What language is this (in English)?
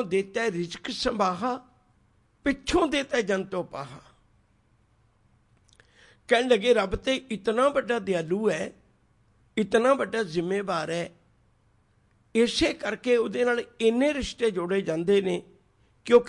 Punjabi